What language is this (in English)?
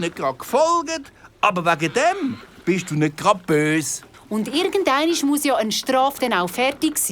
Swiss German